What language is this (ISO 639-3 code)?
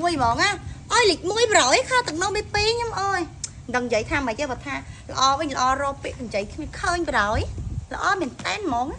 khm